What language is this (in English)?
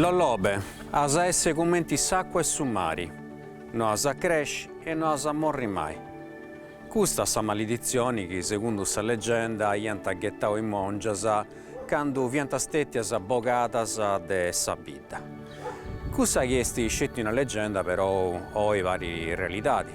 Sardinian